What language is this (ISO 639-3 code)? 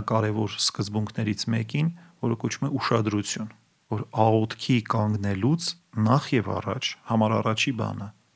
hye